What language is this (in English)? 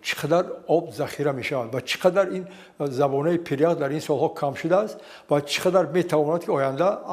Tajik